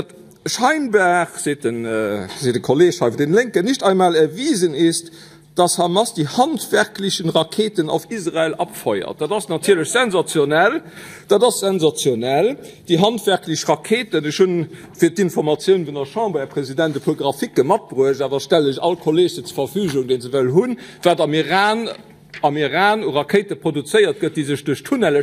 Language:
Luxembourgish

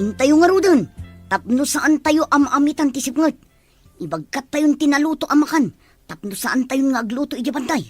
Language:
Iloko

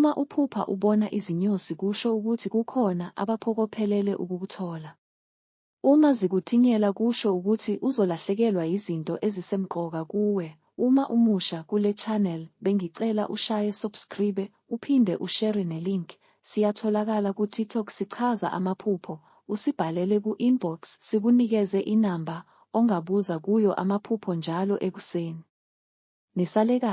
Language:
Zulu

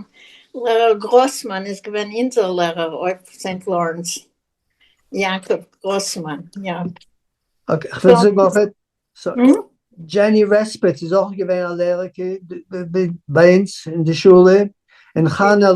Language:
Yiddish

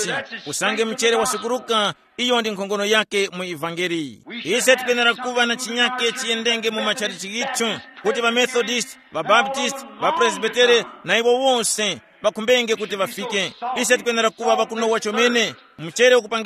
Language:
Tumbuka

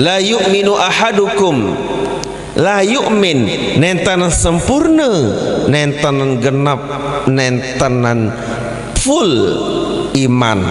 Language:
Sasak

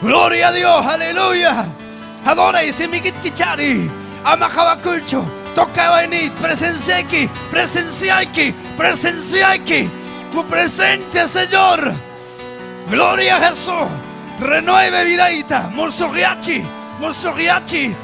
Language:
Ayacucho Quechua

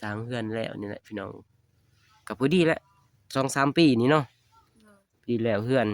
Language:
Lao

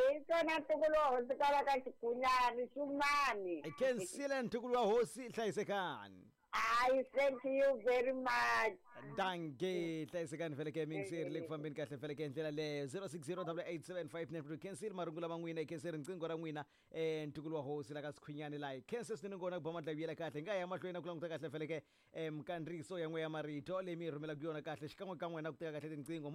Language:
Tsonga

